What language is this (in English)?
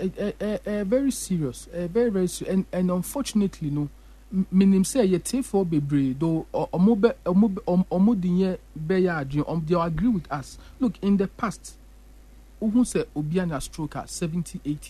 Akan